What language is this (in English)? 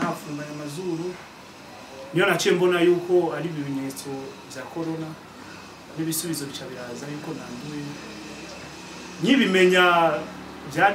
Kinyarwanda